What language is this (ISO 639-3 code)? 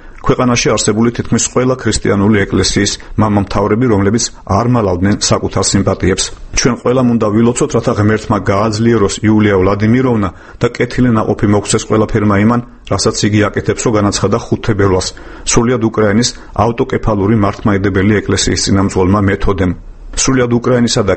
kat